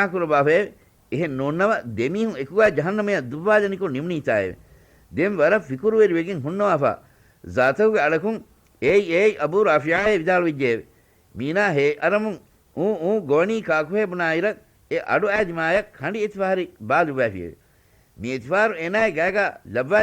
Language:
Divehi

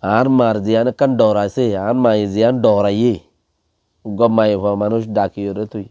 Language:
Rohingya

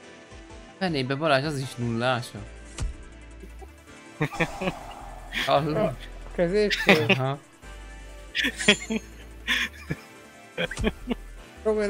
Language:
Hungarian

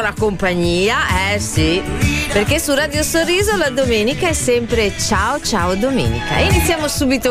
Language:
Italian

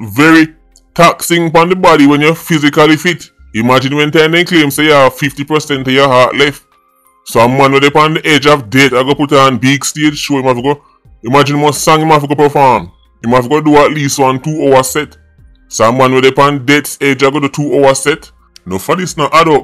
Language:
Jamaican Creole English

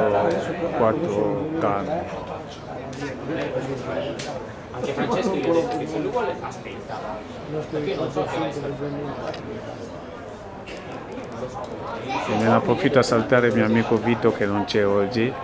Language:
Italian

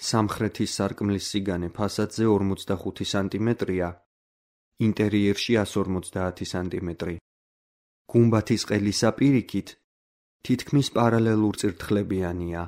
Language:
Georgian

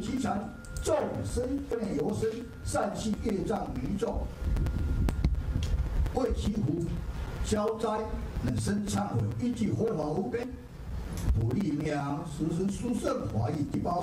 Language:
Chinese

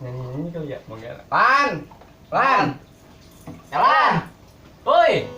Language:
Betawi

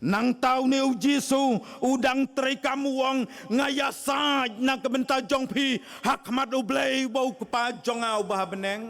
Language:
Khasi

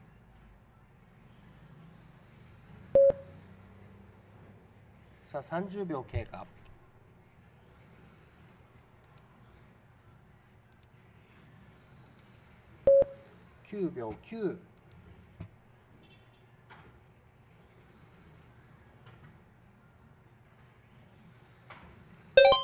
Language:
Japanese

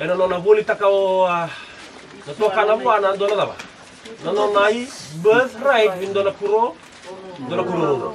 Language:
Fijian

